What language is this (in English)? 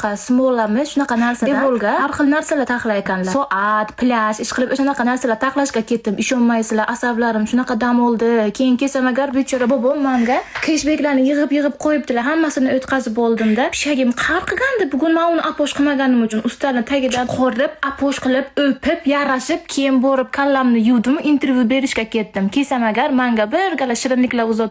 Uzbek